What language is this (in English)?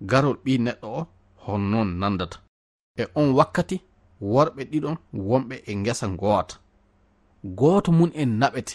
Fula